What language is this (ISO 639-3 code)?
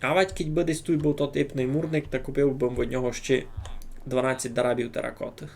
rue